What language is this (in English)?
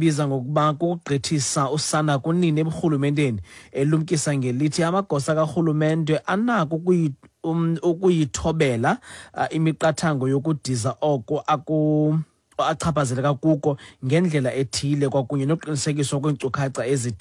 Xhosa